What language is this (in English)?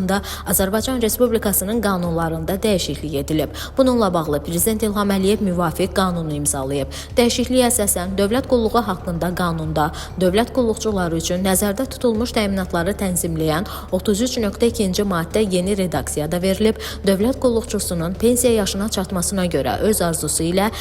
Azerbaijani